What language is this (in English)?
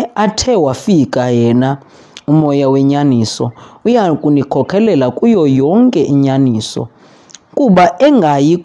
Xhosa